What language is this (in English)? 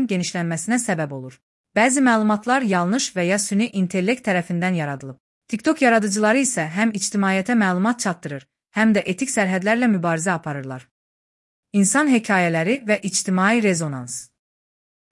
Azerbaijani